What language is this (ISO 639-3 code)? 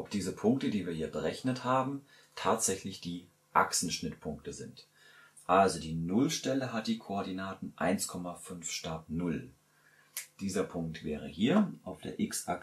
deu